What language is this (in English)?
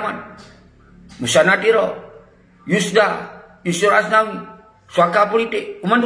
Achinese